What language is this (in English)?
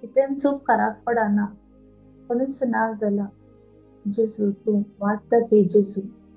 Konkani